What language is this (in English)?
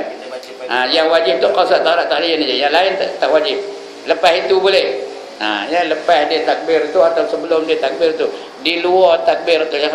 Malay